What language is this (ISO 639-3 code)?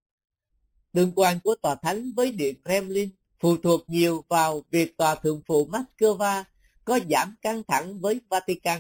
vie